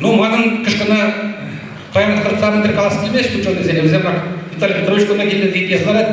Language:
Chuvash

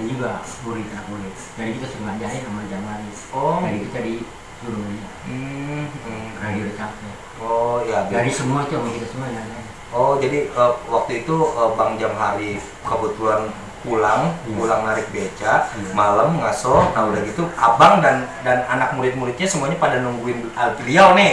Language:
Betawi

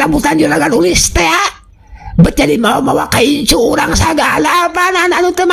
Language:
Sundanese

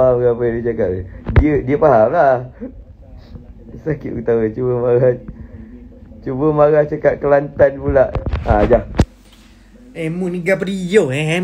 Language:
Malay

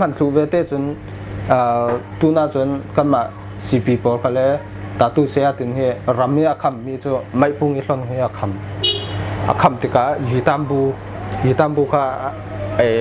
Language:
Falam Chin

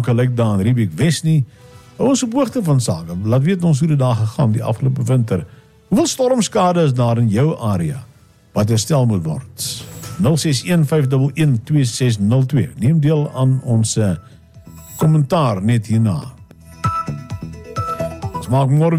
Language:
Afrikaans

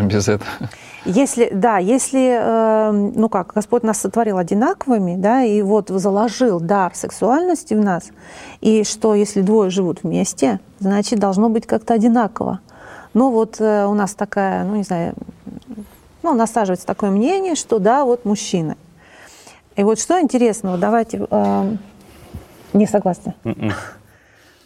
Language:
Russian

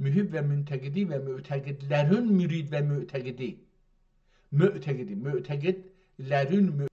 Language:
South Azerbaijani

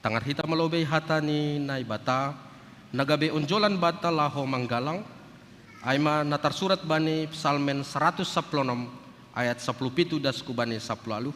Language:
Batak Simalungun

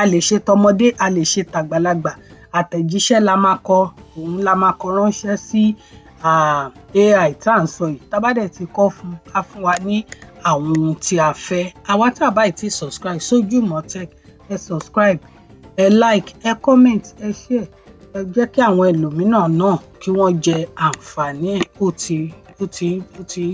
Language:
Yoruba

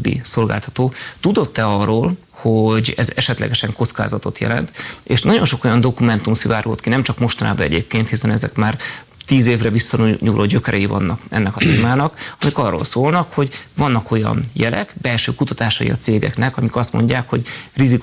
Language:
Hungarian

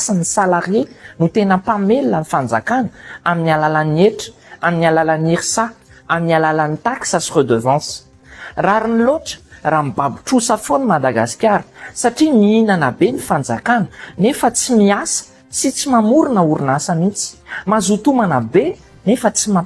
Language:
Malagasy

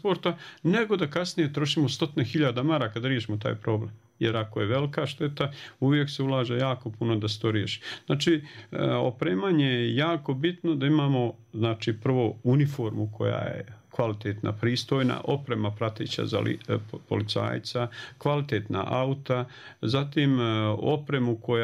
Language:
Bosnian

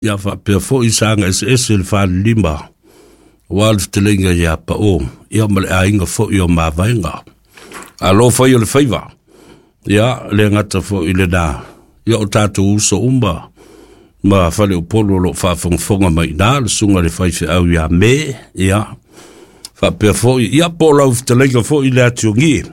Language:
Samoan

